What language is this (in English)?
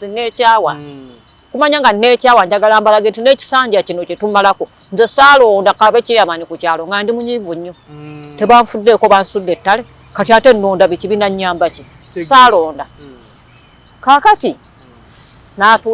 Ganda